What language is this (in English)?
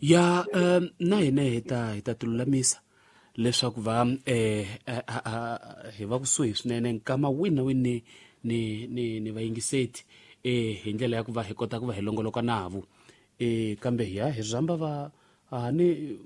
Tsonga